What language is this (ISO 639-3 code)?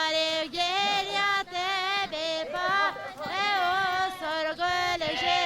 kur